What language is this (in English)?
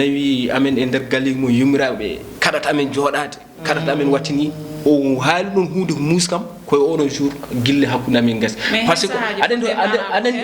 Fula